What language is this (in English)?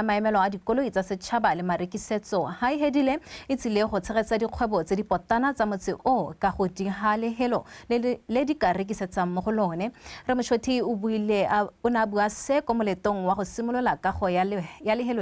Tswana